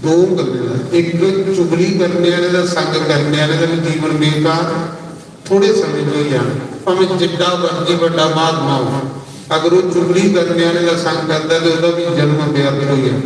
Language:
Dogri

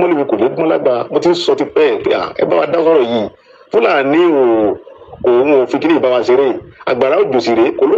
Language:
Yoruba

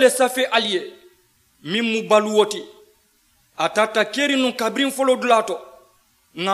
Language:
Mandingo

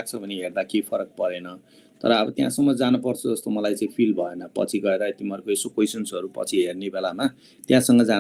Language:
Nepali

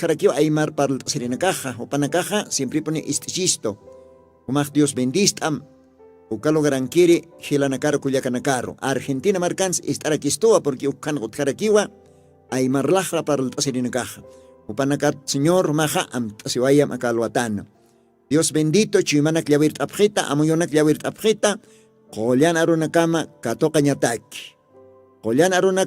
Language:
Aymara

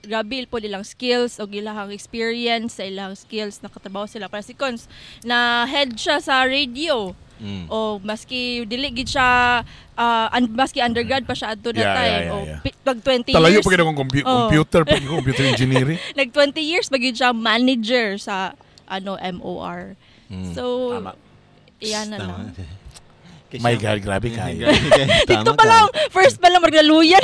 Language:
Cebuano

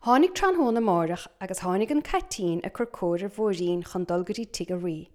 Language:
Irish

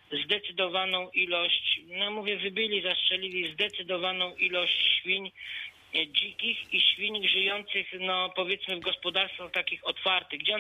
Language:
Polish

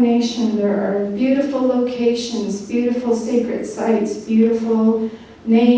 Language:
Navajo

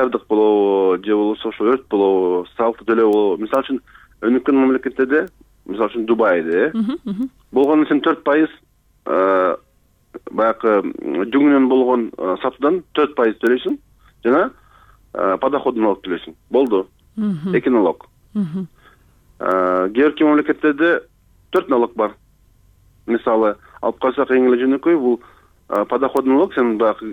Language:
Kyrgyz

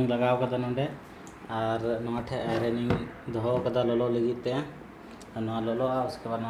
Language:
Santali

